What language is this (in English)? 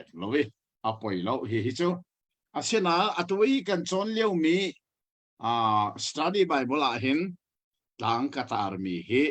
Hakha Chin